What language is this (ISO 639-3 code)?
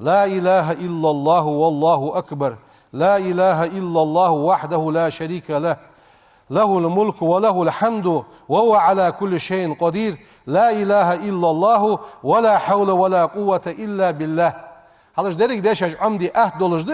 inh